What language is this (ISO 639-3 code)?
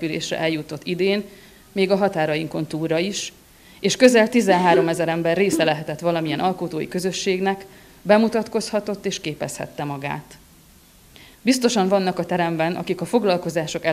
hun